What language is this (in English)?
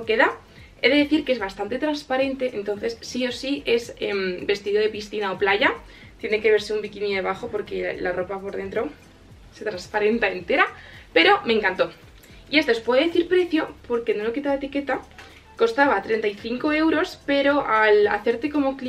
Spanish